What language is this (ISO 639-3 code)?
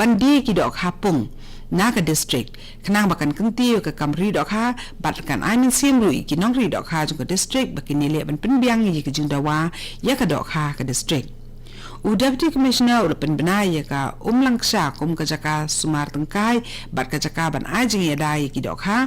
kha